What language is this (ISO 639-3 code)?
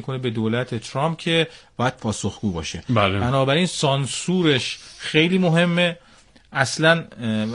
fas